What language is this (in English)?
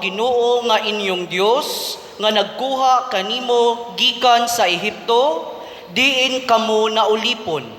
Cebuano